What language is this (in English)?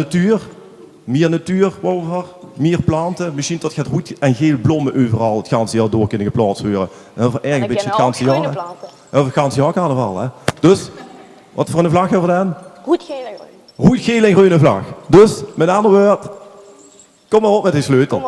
Limburgish